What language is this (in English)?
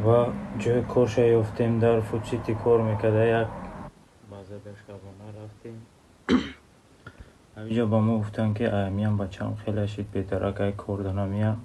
Tajik